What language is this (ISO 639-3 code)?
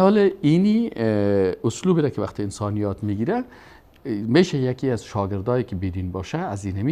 fas